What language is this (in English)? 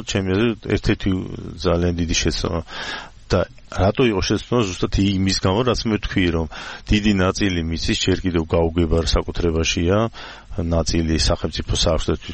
Georgian